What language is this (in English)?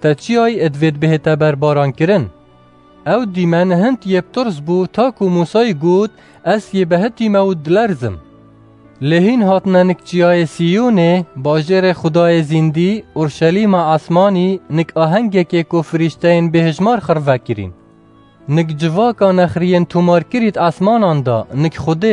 Kurdish